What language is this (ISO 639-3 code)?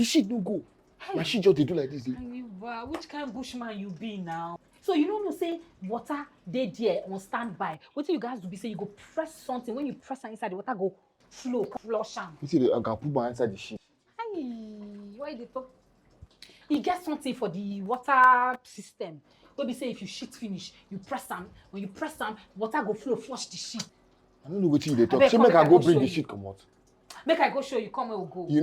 pcm